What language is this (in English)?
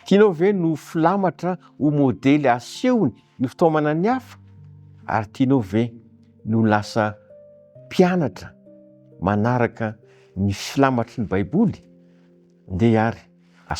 Malagasy